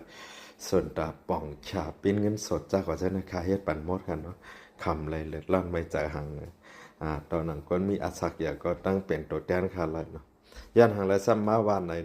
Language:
Shan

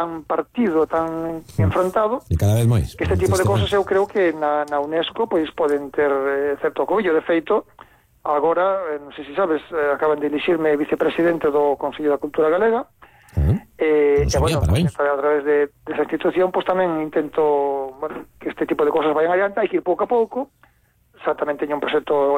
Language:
Galician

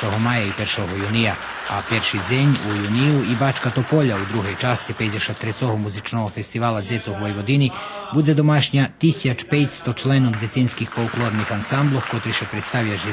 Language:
Rusyn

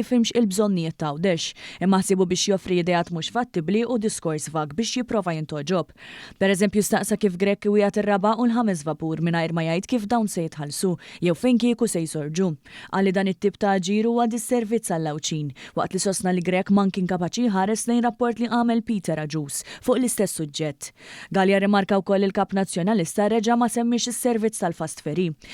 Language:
Maltese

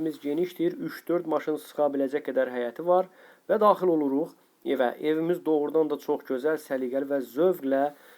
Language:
Azerbaijani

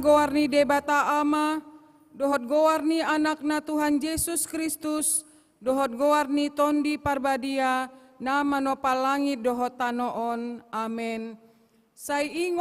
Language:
Batak Toba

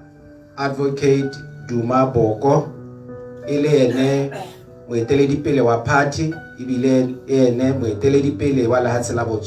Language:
Tswana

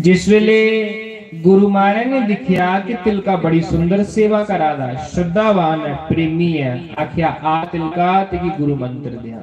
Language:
Dogri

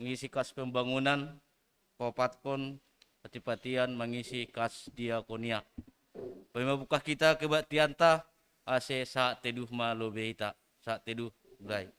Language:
Batak Simalungun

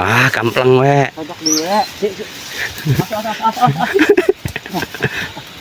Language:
Sundanese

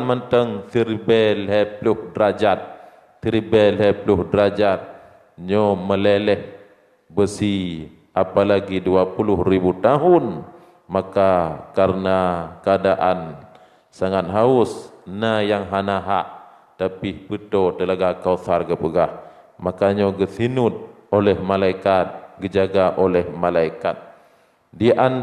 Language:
Achinese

